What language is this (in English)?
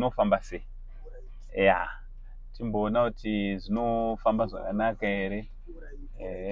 Shona